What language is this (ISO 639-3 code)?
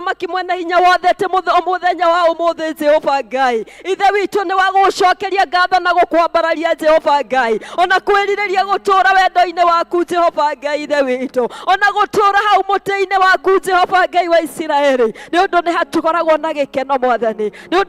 kik